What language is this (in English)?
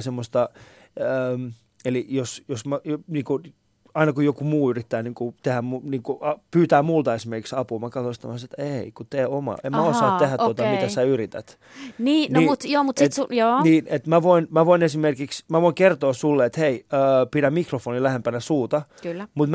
Finnish